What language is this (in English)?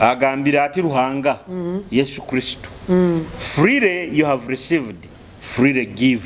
Nyoro